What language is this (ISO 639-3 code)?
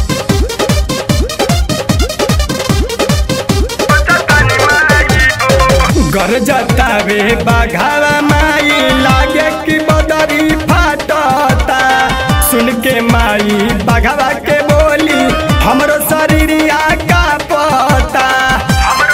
bho